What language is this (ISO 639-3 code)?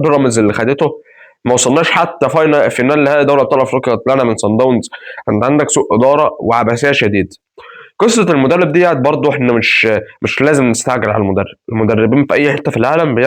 arz